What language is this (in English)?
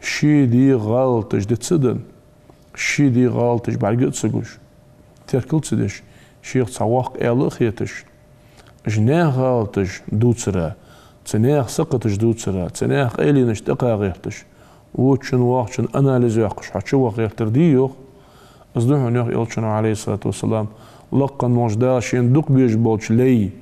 Ingush